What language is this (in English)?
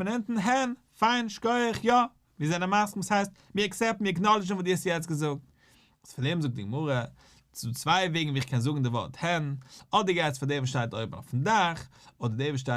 Yiddish